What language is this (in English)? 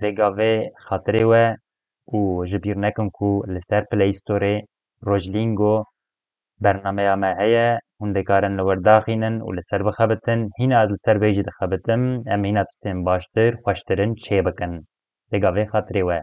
Kurdish